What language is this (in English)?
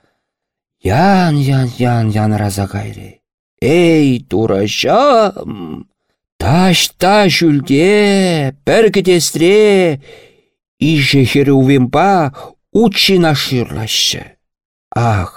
Chuvash